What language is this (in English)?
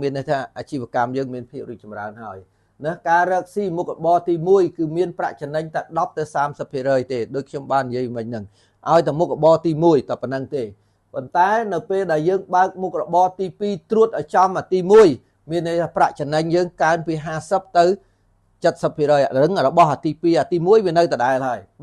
Khmer